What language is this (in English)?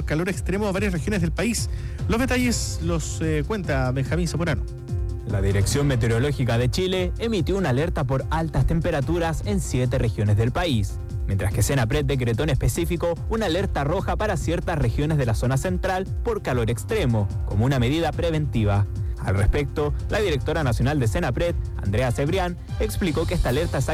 Spanish